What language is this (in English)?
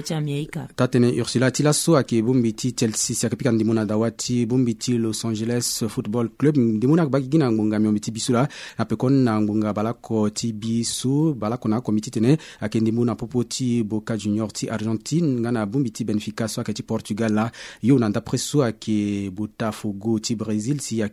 Sango